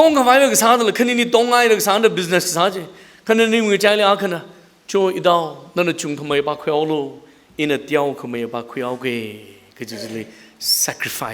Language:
Tangkhul Naga (India)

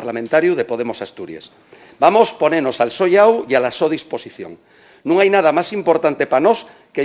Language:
Asturian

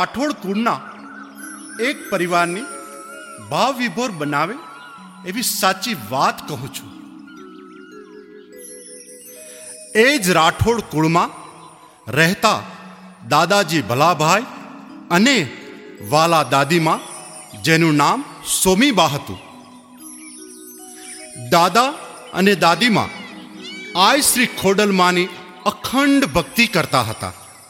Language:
Gujarati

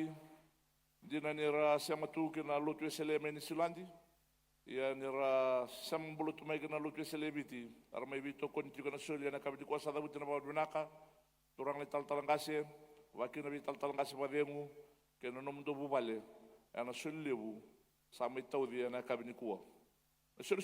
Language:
Fijian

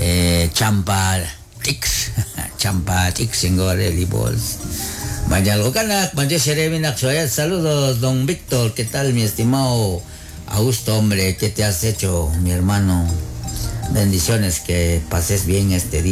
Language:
Kekchí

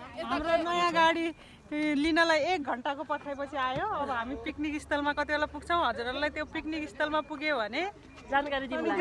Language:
Nepali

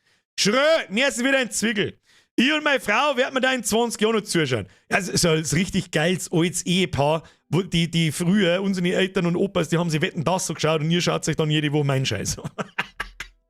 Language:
Bavarian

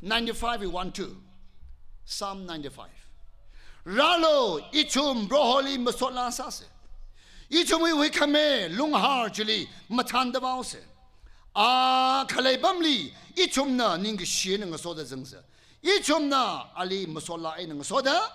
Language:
Tangkhul Naga (India)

